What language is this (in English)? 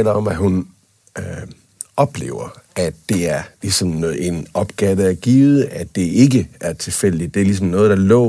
Danish